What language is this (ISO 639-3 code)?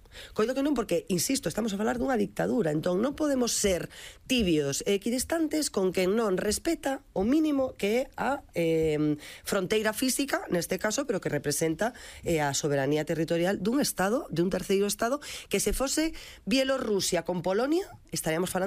glg